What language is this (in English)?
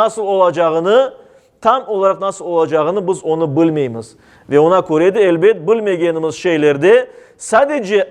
Crimean Tatar